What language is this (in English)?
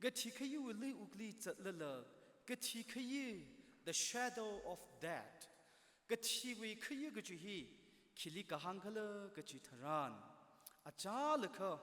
Tangkhul Naga (India)